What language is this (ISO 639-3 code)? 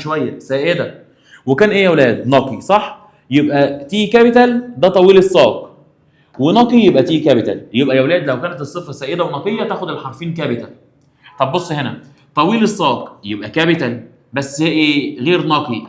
arz